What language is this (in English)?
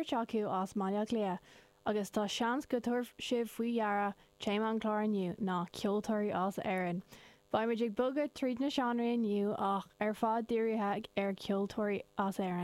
Irish